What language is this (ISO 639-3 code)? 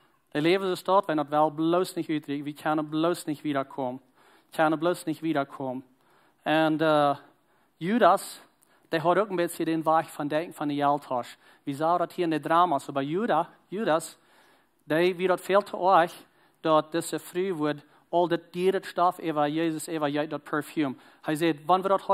pdt